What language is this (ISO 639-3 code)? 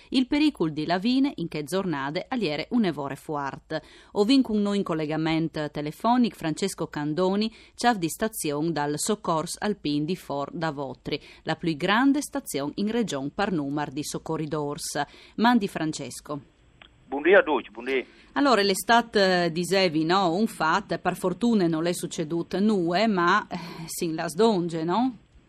fur